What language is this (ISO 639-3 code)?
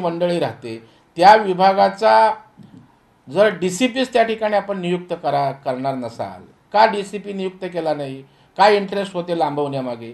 mar